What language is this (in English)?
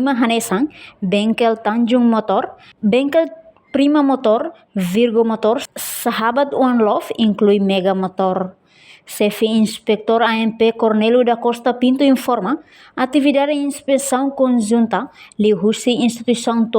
Tetum